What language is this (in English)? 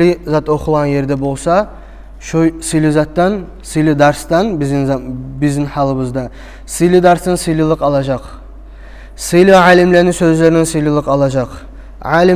Kumyk